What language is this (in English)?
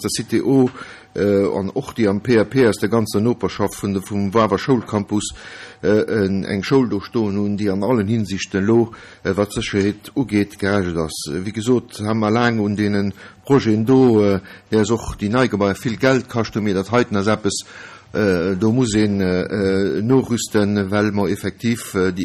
Luxembourgish